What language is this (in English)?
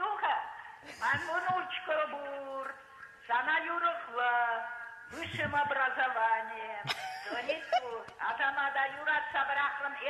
Chuvash